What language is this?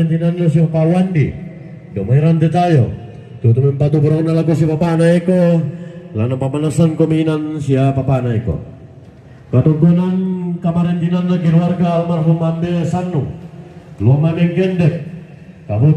Toraja-Sa'dan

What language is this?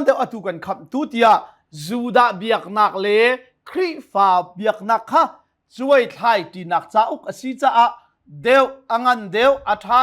Hakha Chin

